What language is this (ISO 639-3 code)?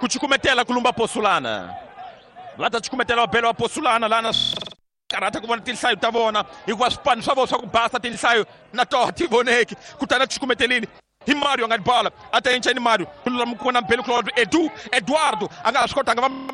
tso